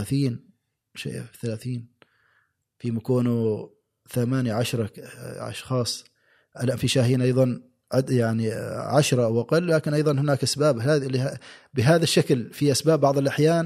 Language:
Gulf Arabic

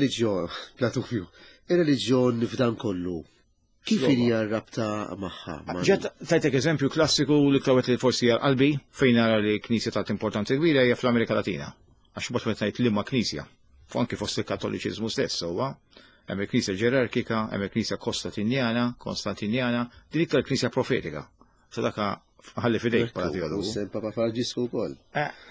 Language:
Maltese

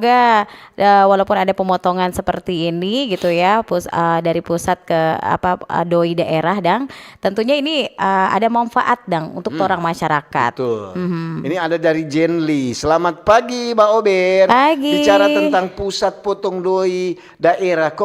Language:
Manado Malay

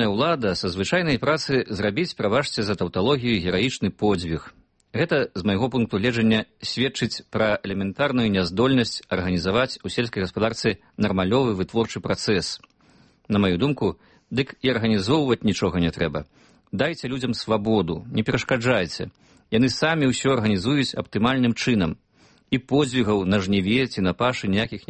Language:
Belarusian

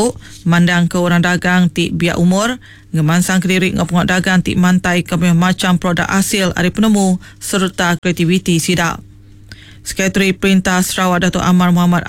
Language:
Iban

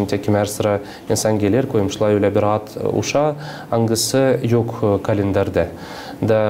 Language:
Gagauz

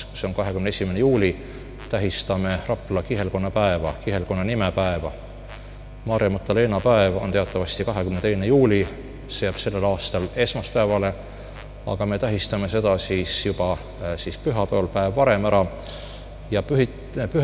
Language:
Estonian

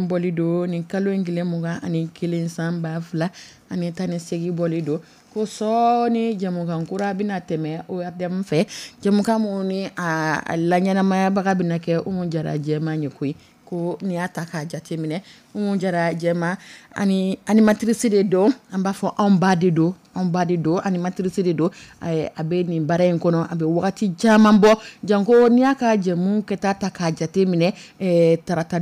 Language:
Dyula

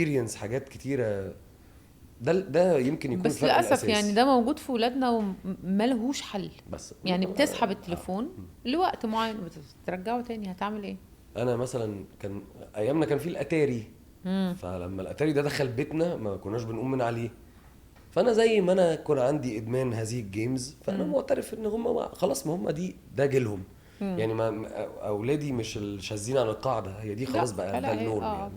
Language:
Egyptian Arabic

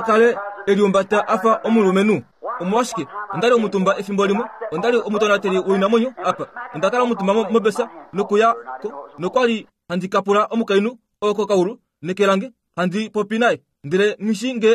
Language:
Kuanyama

